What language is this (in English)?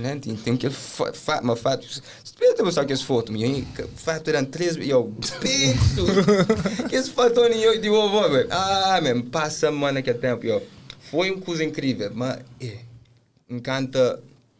Kabuverdianu